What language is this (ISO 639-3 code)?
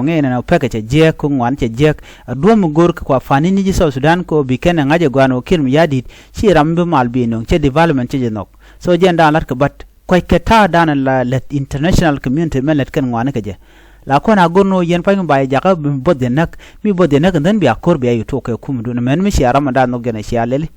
nus